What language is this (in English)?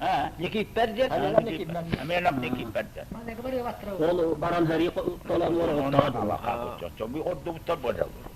Yakut